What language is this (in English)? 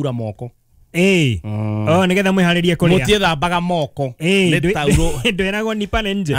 Kikuyu